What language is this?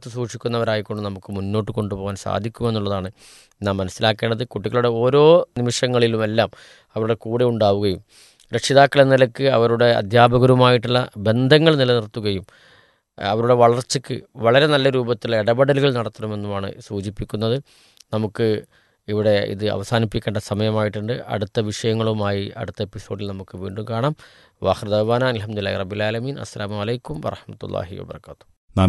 Malayalam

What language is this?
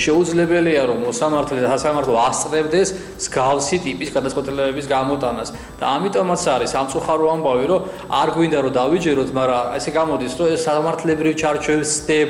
Georgian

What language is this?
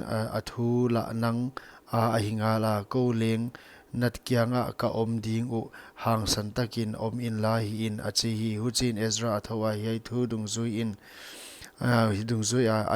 Paite Chin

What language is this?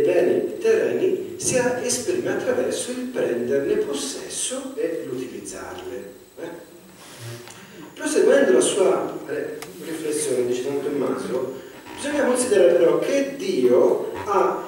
Italian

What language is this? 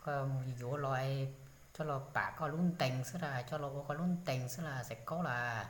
Hmong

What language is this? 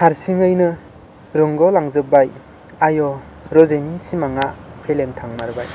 Bodo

